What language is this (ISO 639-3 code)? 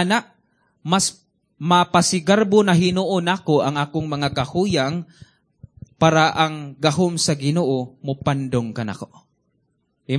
ceb